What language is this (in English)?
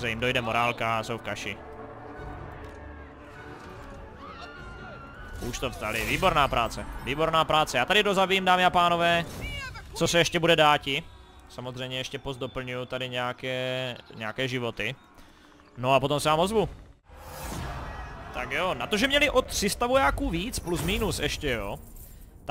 Czech